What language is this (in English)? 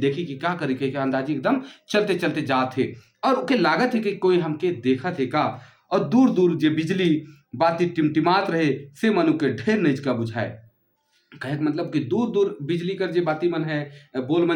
Sadri